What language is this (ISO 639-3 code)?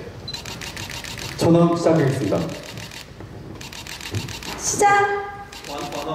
kor